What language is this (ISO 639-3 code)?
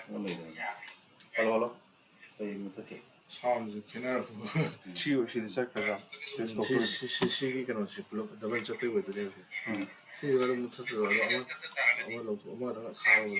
mni